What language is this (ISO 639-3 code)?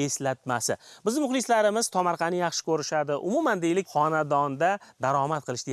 uzb